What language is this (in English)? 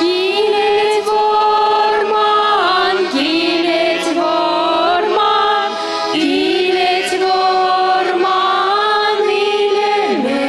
Chuvash